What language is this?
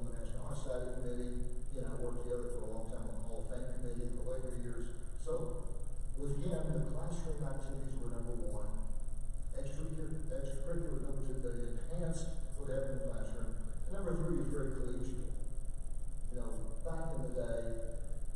English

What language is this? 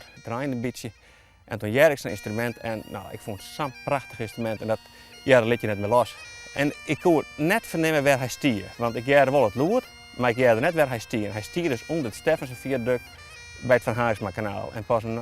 Western Frisian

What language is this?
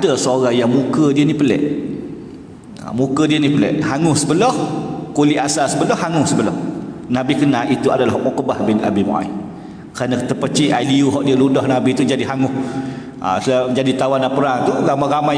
Malay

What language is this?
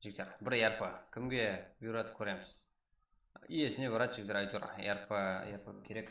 Kara-Kalpak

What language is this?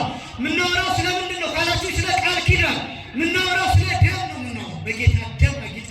Amharic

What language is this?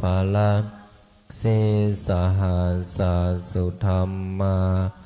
Pali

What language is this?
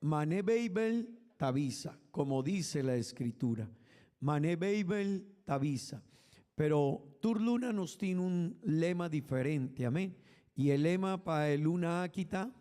Papiamento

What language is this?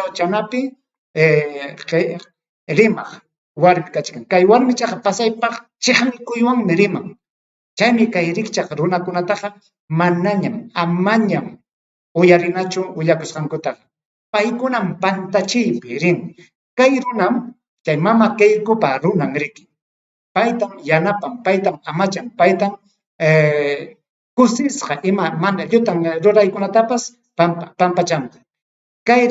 Ayacucho Quechua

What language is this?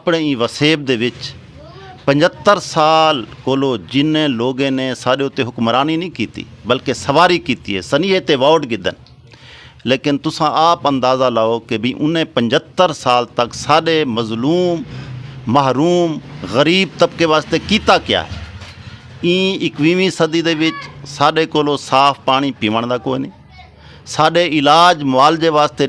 Saraiki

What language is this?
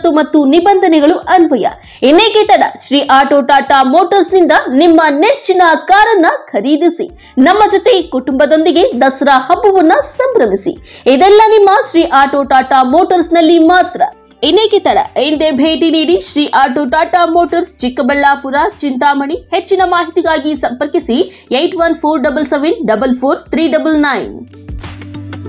Kannada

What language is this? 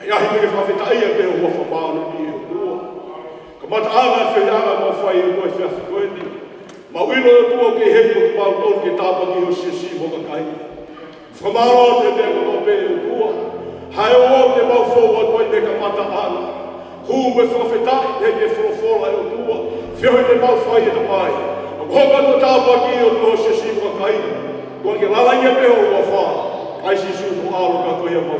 Tongan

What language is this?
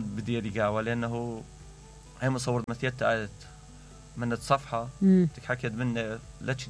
Mesopotamian Arabic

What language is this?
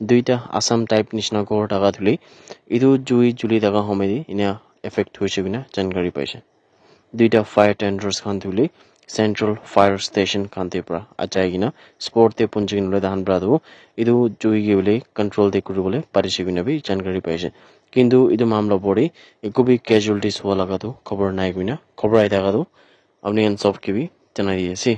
Naga Pidgin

